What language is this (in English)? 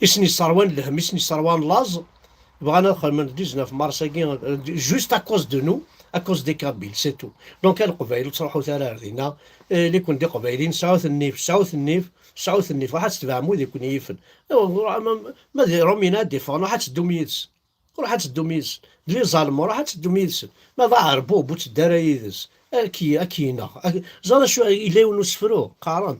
Kabyle